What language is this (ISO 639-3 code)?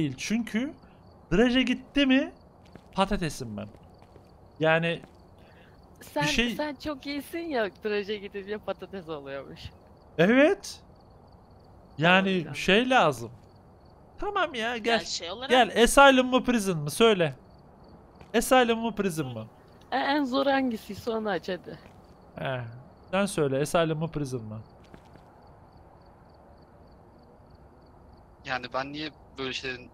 tur